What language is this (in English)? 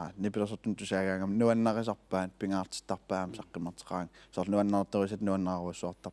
Kalaallisut